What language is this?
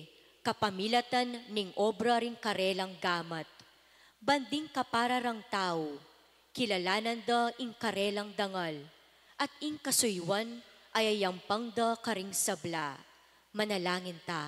Pampanga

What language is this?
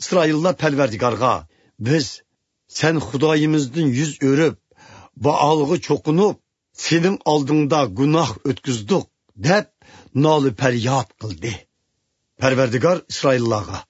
Uyghur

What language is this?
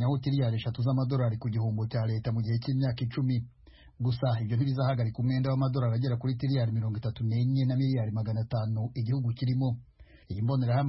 Kinyarwanda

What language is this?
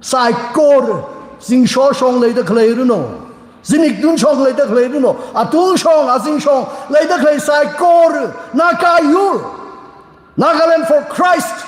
Tangkhul Naga (India)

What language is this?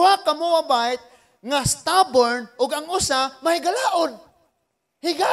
Cebuano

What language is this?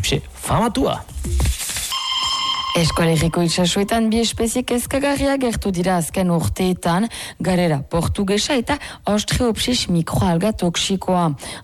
Basque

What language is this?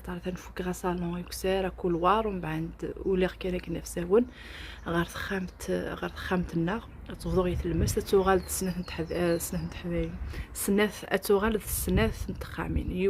Kabyle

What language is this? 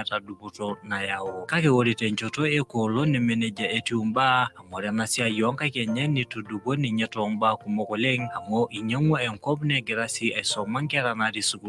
Masai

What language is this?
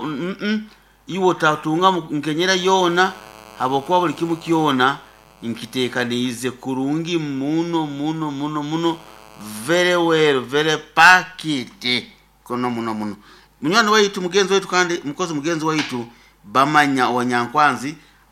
Nyoro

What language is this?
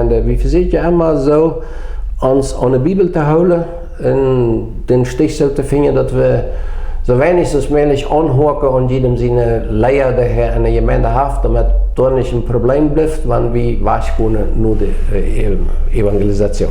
Plautdietsch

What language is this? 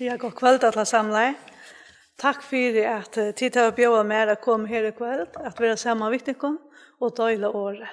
Faroese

